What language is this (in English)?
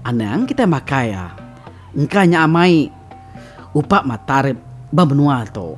Iban